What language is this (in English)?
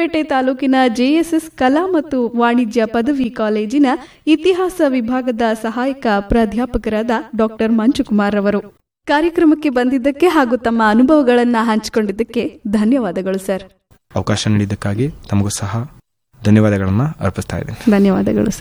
Kannada